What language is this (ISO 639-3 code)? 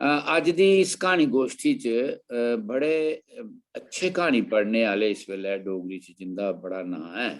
doi